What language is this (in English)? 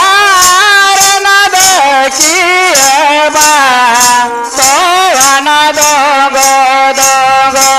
Santali